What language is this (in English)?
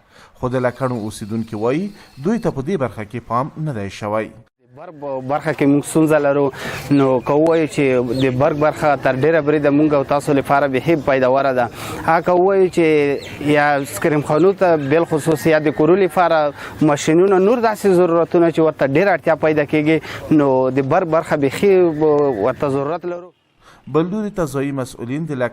Pashto